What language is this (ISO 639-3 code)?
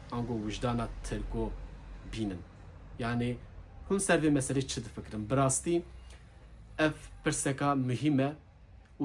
kur